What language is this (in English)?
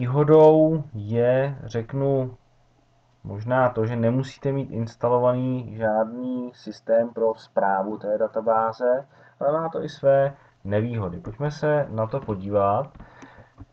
Czech